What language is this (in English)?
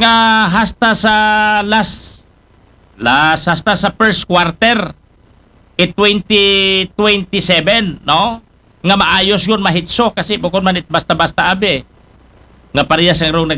Aklanon